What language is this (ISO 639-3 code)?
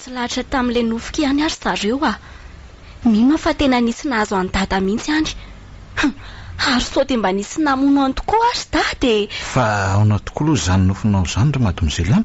mlg